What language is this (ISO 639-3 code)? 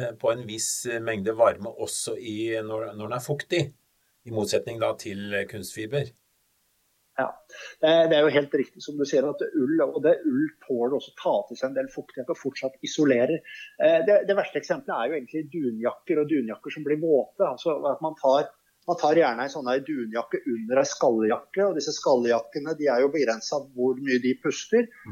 nor